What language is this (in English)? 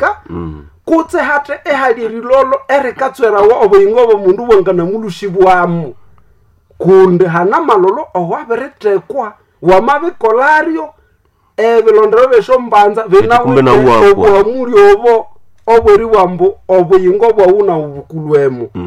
Nande